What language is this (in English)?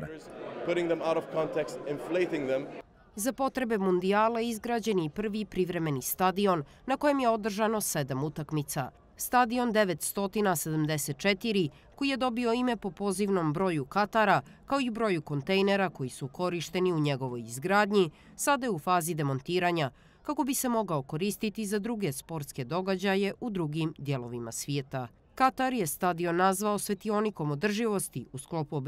Croatian